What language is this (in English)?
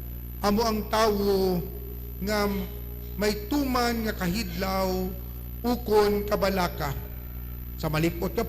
Hiligaynon